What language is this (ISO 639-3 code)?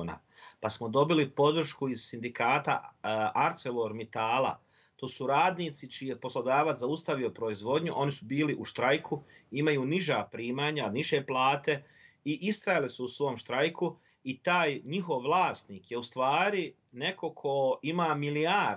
bos